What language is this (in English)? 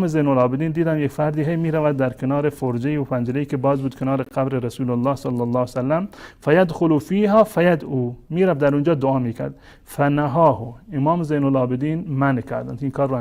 Persian